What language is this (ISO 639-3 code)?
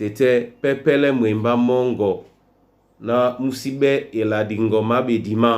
dua